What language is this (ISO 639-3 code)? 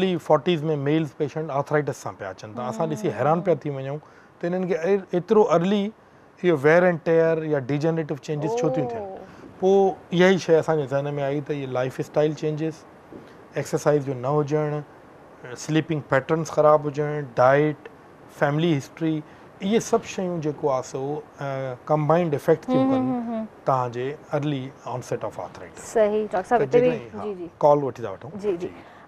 snd